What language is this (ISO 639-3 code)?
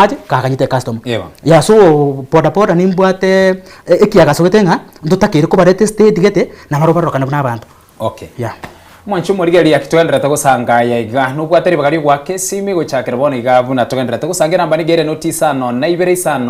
guz